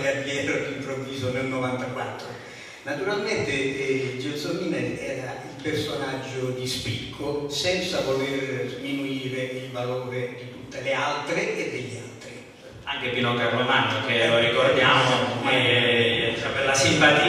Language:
Italian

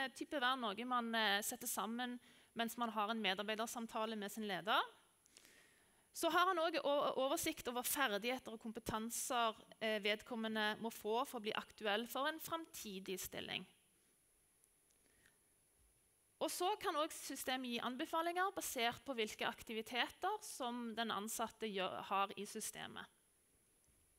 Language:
Norwegian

